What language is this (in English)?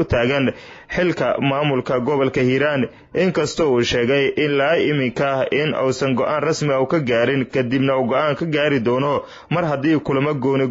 Somali